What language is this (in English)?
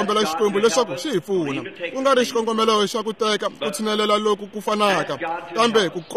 Tsonga